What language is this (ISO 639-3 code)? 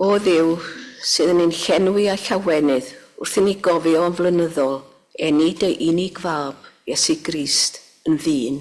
cym